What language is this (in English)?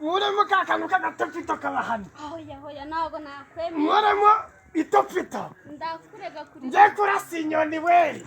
Kinyarwanda